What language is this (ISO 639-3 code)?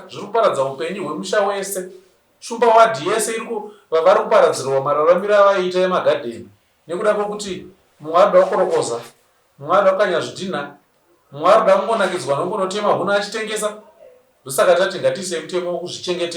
sna